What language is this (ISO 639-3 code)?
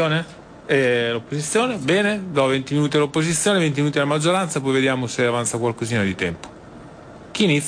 ita